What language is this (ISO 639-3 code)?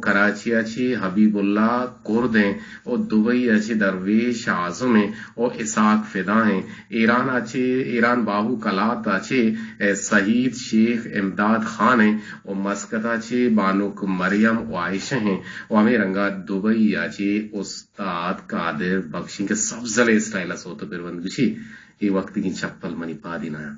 bgp